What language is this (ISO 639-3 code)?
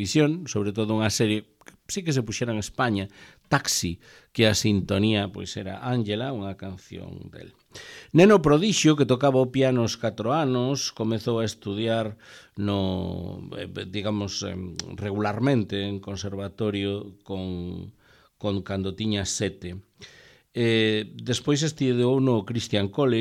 glg